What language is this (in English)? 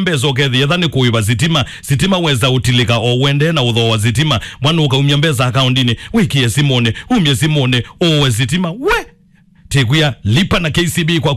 Kamba